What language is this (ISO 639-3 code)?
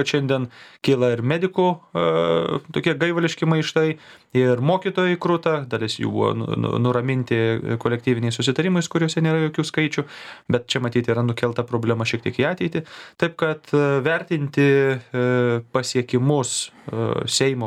lit